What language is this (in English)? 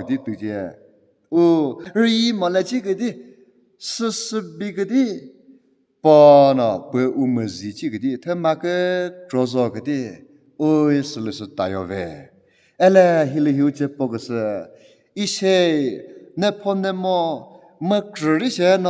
Chokri Naga